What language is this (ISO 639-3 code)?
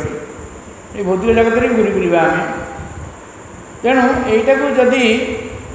ori